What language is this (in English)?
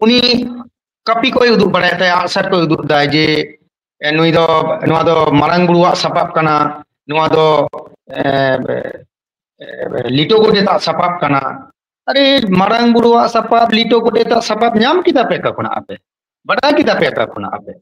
Santali